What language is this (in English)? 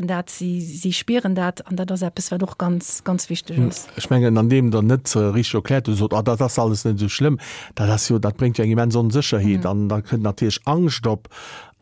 Luxembourgish